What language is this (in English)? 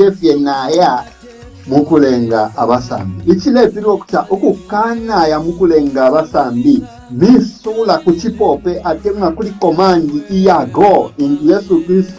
Bemba